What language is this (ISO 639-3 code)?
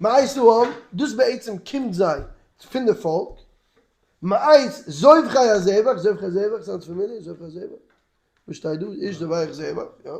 yid